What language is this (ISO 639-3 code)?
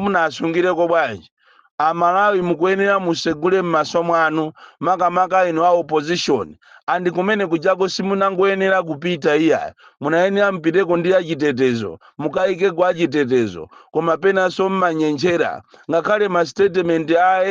nya